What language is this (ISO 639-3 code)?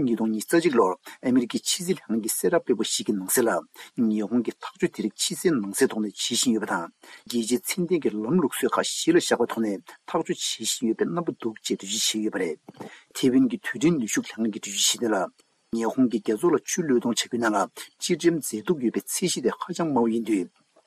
bod